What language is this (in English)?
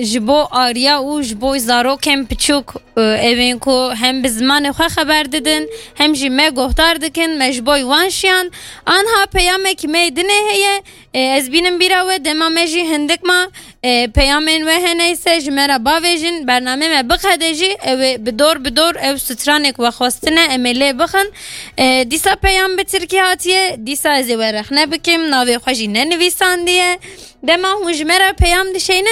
Kurdish